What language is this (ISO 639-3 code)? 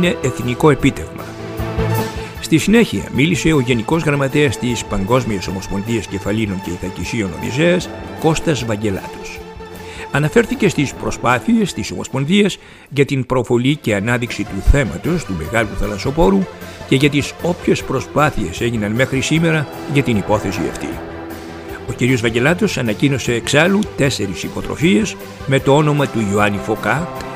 ell